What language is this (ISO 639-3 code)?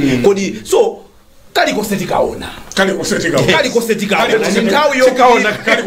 nya